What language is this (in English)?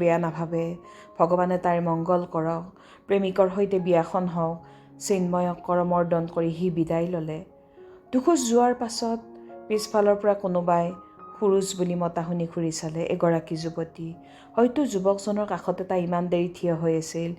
Assamese